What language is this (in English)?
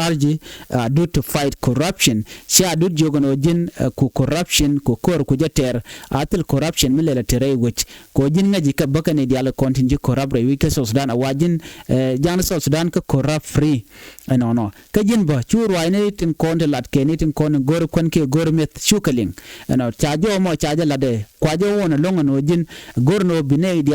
Nuer